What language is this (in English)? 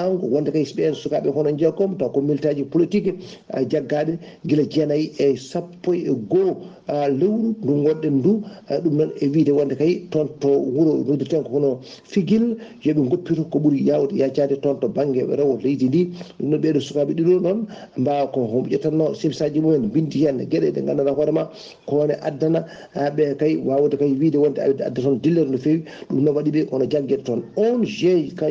Fula